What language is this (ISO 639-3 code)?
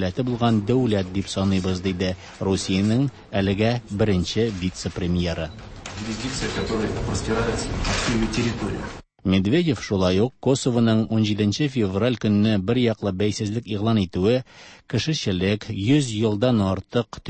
tat